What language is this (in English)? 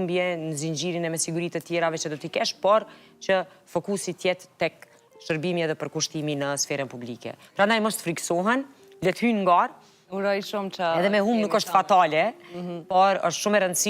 Albanian